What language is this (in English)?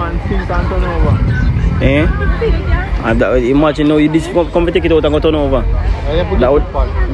Jamaican Creole English